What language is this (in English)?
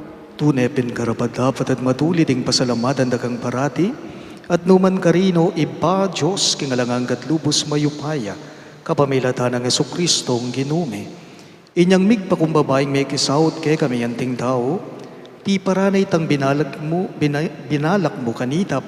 Pampanga